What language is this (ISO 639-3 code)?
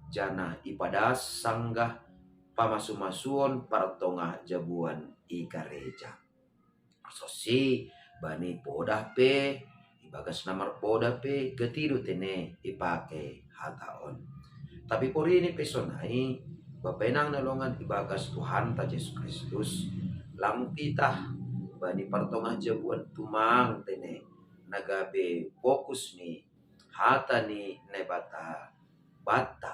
bts